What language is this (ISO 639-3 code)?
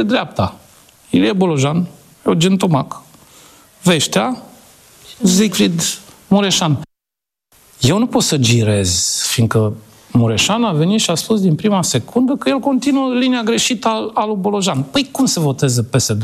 ron